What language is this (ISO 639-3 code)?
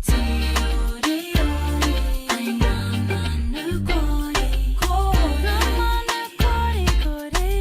mri